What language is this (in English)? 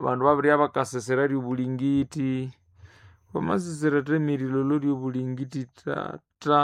Nande